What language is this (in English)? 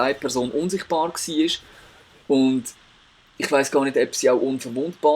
Swiss German